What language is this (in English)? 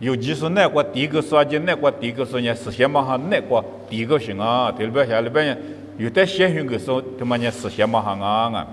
Lisu